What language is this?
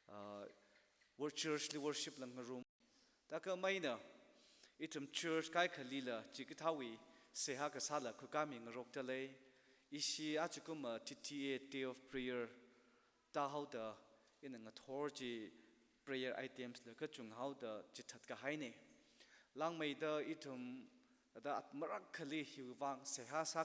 Tangkhul Naga (India)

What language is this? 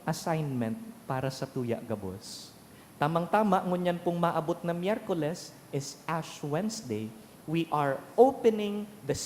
Bikol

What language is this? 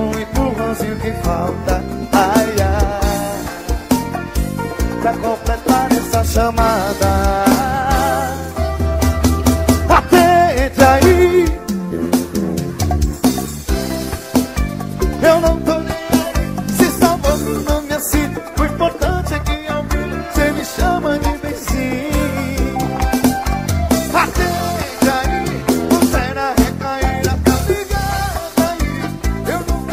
Portuguese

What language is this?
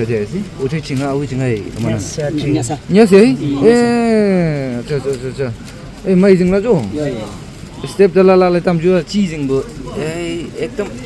Naga Pidgin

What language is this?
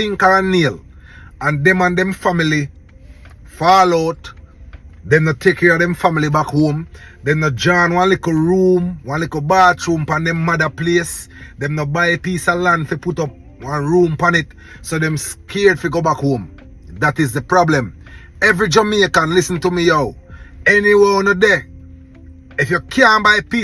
Jamaican Creole English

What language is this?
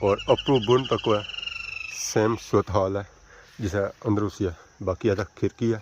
Pahari-Potwari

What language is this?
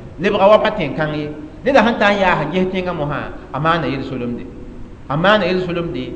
Mossi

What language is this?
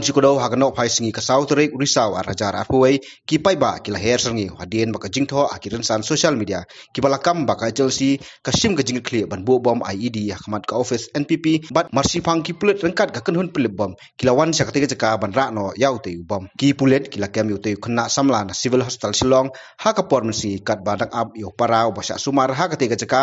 Khasi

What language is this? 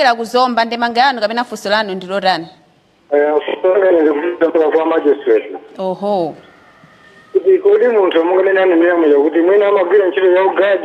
Nyanja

